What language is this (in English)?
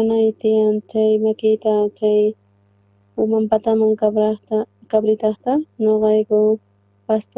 South Bolivian Quechua